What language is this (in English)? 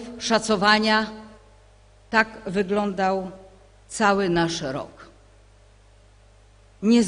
Polish